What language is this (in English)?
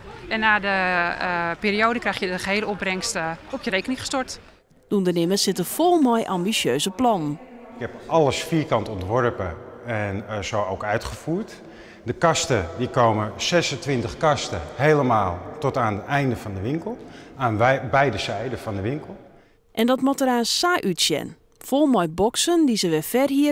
Western Frisian